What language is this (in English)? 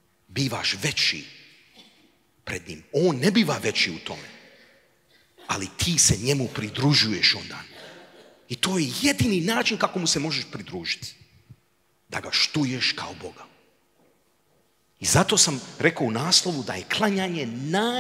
Croatian